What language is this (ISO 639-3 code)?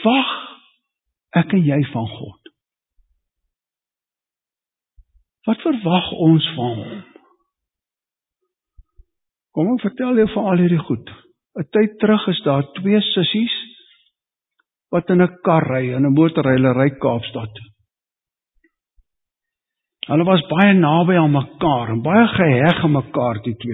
afr